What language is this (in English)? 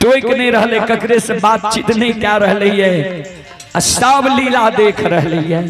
Maithili